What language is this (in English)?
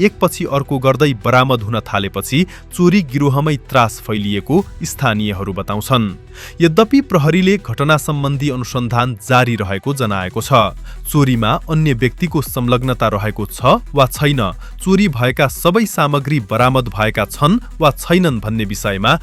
Nepali